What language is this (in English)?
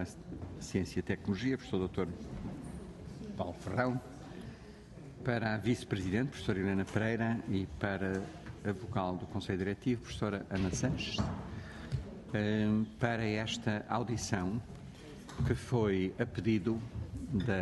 Portuguese